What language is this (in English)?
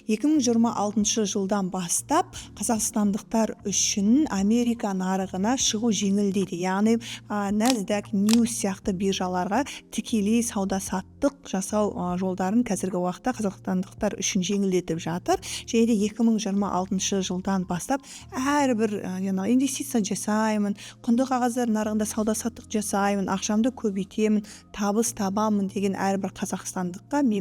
Kazakh